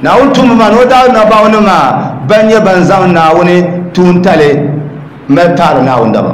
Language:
Dagbani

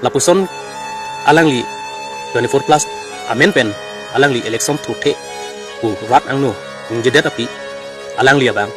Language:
Karbi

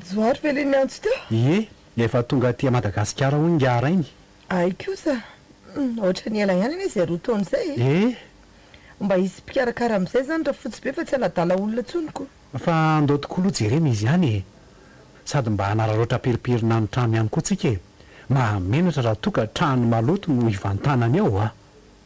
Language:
Malagasy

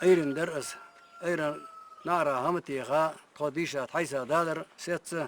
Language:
Ingush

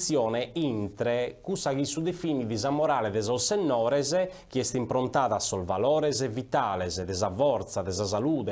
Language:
Sardinian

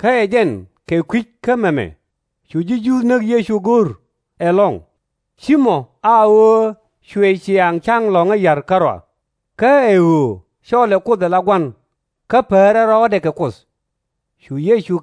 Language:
Nuer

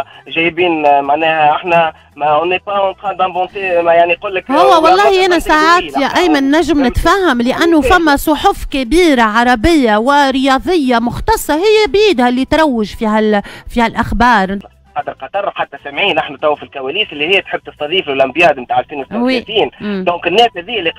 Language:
Tunisian Arabic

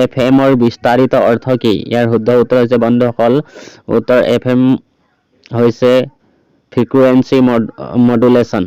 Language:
Assamese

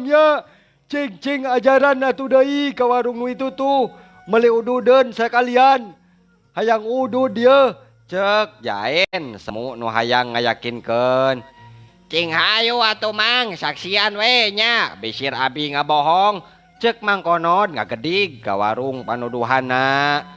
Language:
Sundanese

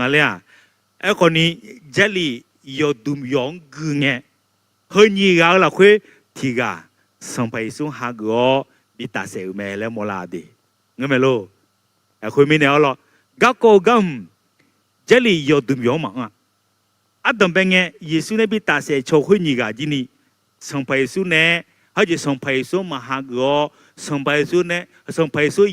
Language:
Akha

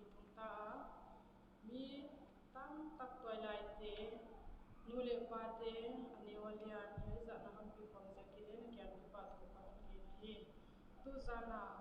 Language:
Paite Chin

